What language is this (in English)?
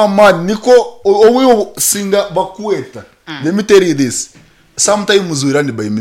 Nyoro